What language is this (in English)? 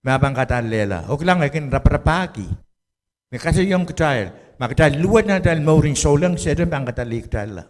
Pohnpeian